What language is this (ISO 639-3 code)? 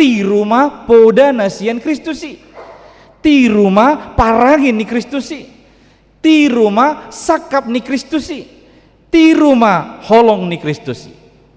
bbc